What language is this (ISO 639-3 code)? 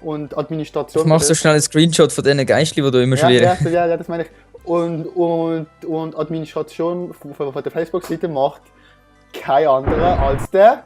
gsw